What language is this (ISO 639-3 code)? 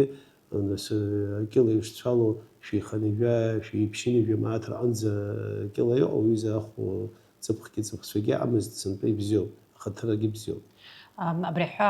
abk